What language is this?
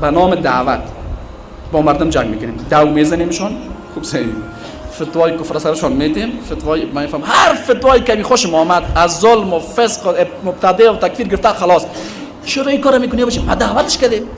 Persian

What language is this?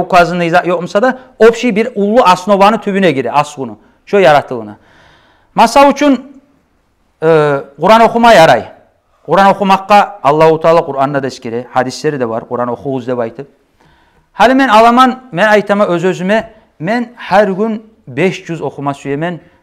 Kumyk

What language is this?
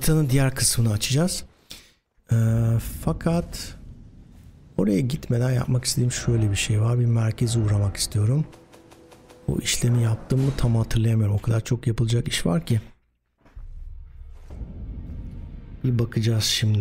Turkish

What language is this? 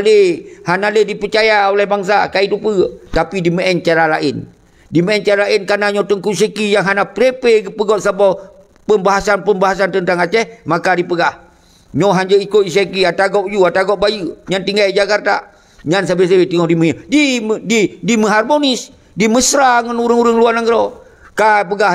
Achinese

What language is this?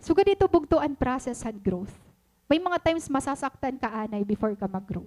Waray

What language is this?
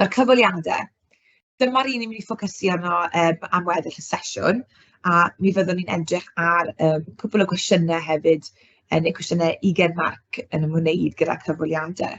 Welsh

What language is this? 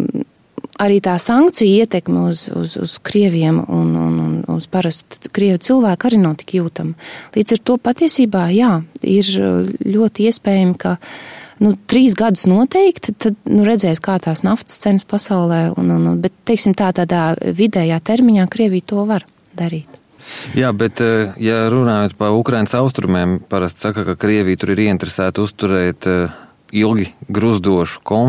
Latvian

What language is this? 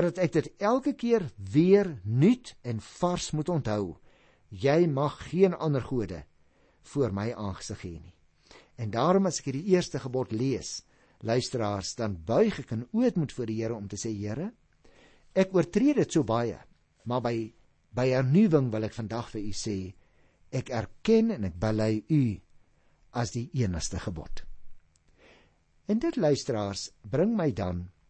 Afrikaans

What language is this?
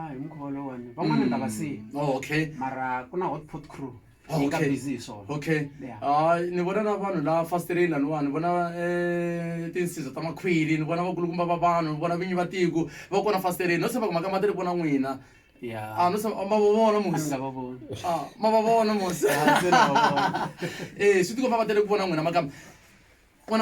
Tsonga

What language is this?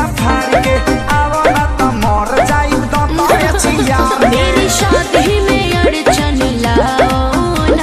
Bhojpuri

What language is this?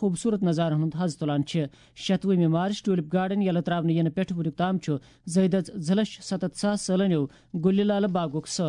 Kashmiri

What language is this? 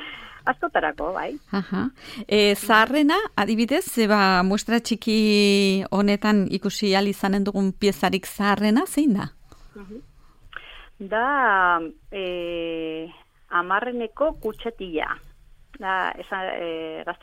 Basque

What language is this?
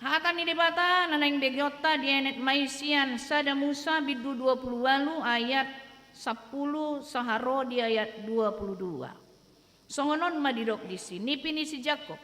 Batak Toba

